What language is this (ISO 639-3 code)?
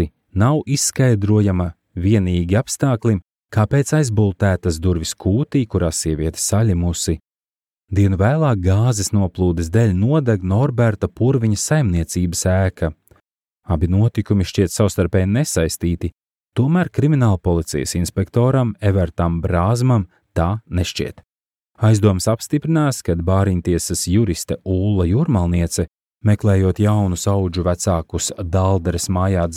lav